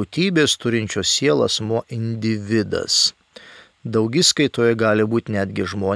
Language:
Lithuanian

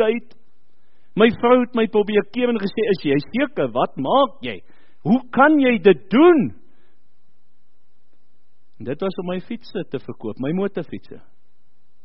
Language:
Afrikaans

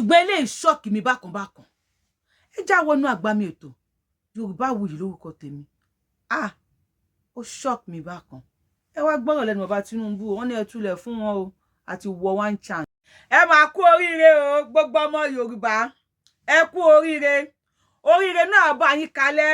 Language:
Yoruba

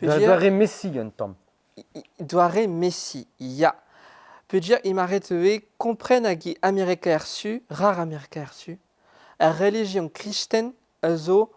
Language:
Breton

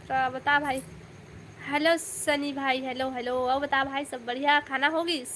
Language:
Chhattisgarhi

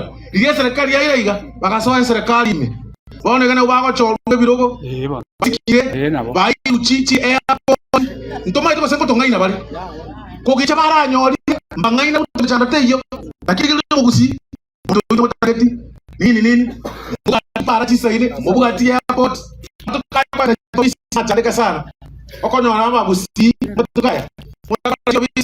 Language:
Gusii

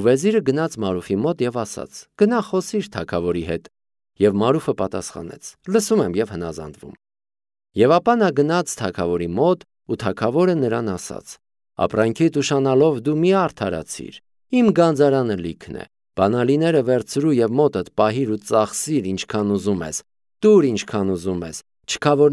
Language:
Armenian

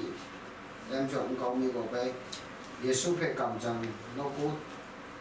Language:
Kachin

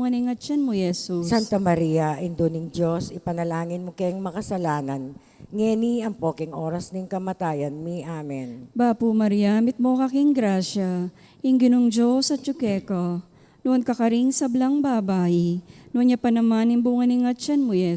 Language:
Pampanga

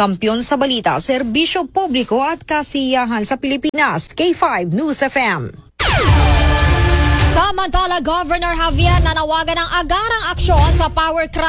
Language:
Filipino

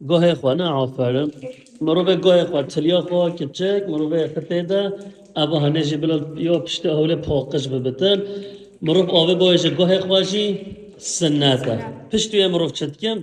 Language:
Kurdish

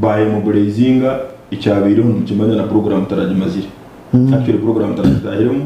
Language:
Nyankole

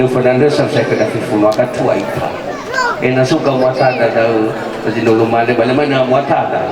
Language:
Nias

